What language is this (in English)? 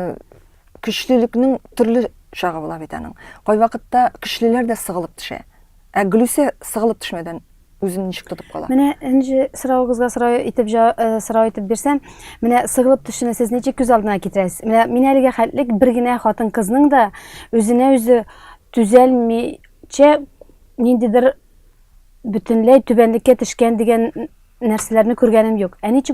Tatar